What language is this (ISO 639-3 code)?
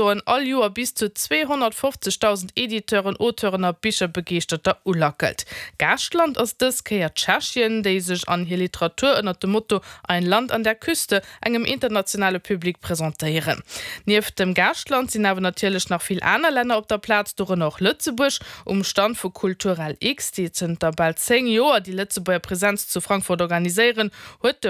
ltz